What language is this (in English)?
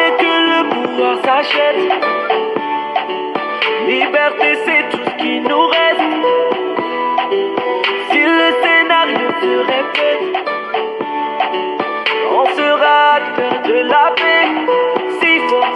French